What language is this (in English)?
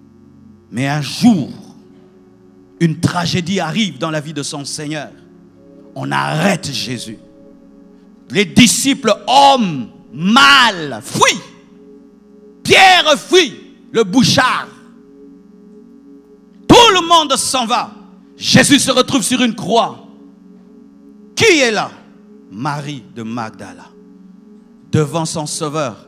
French